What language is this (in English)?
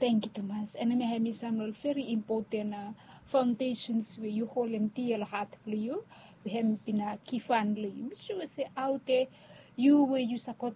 Bislama